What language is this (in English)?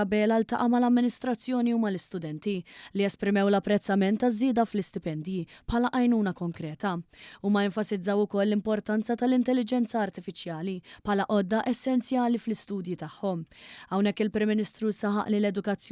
Maltese